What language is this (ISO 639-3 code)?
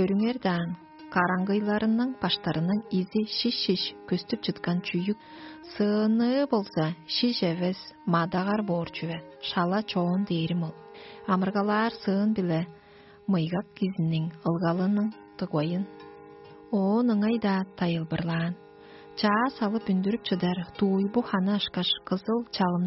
tyv